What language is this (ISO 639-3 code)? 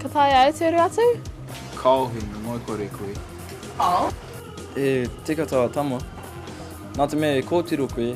mri